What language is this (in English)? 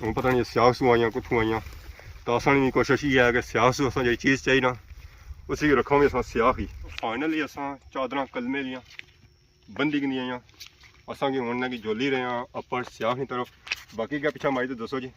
Pahari-Potwari